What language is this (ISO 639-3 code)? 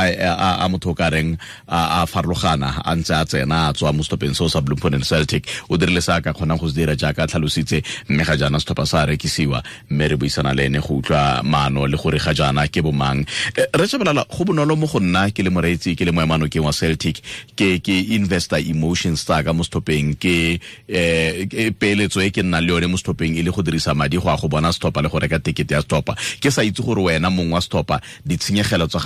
tsn